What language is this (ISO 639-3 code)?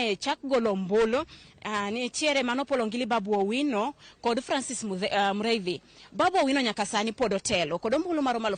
luo